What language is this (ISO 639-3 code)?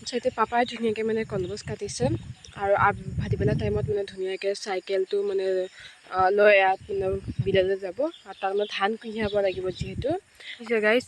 asm